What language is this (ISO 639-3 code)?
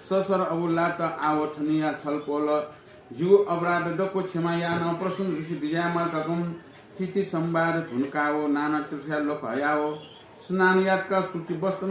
new